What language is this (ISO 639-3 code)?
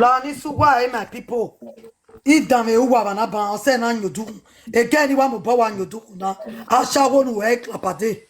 pcm